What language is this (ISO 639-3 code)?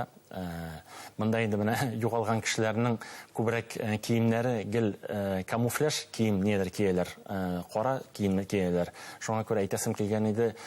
bak